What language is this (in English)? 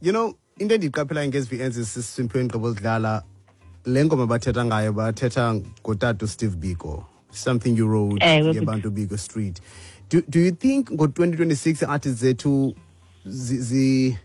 Xhosa